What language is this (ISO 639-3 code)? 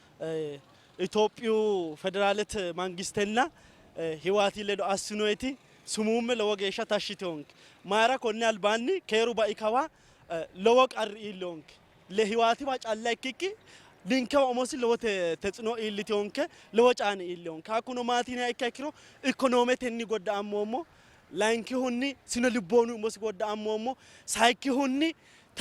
sid